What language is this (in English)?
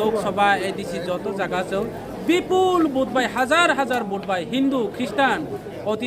Kok Borok